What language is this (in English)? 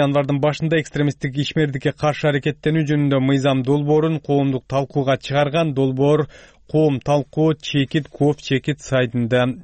Kyrgyz